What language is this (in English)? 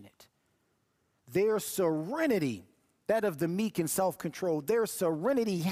English